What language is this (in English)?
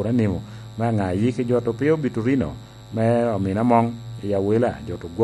Lango (Uganda)